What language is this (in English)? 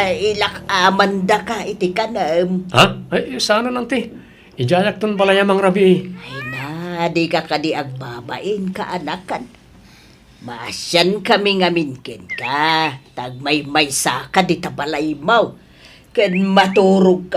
Iloko